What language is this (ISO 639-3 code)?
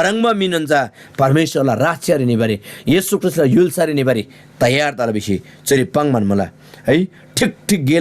taj